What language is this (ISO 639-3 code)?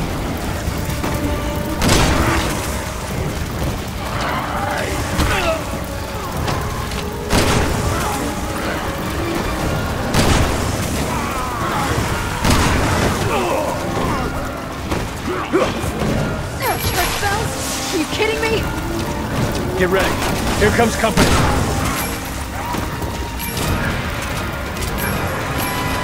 eng